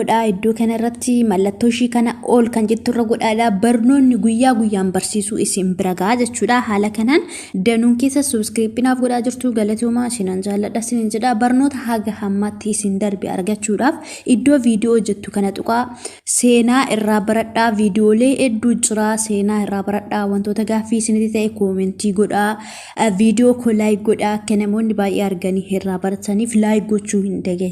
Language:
Oromo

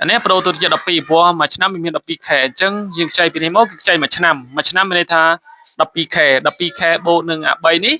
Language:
Khmer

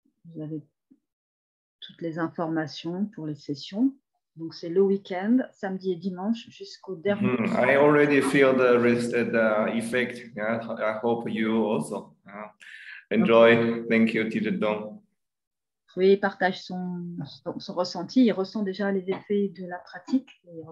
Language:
French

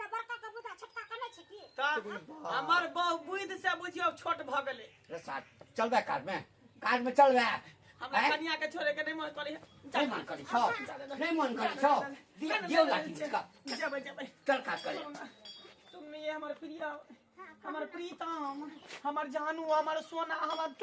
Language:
Maithili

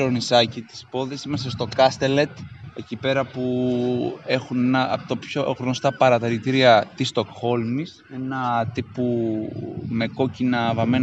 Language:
Greek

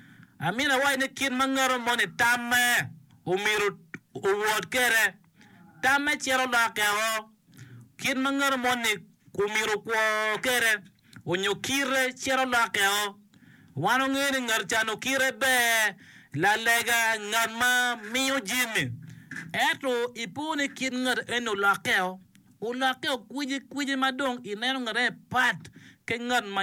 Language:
Acoli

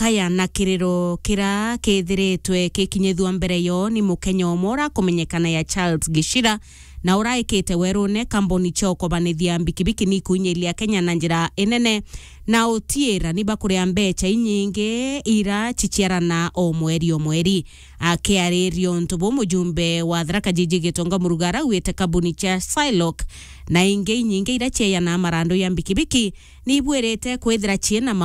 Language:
Meru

